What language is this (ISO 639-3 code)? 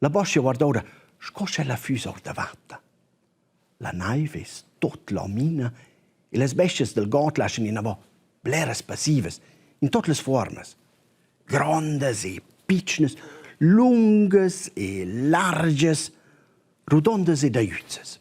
roh